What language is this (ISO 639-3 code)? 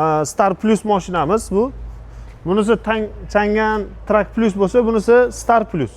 uzb